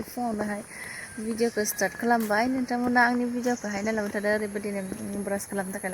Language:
Bodo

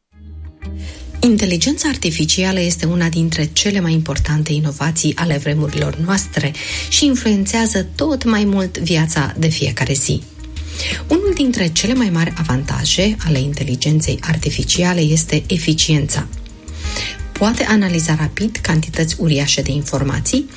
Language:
Romanian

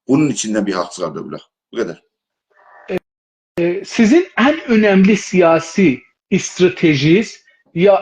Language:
South Azerbaijani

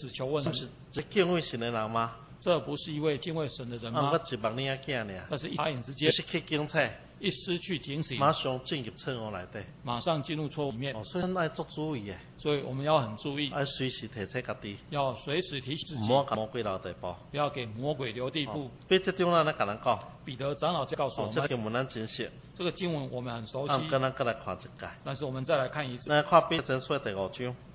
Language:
Min Nan Chinese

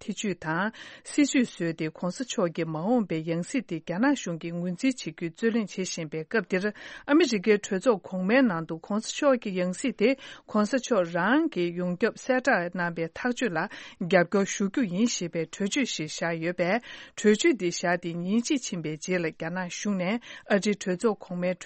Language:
Tibetan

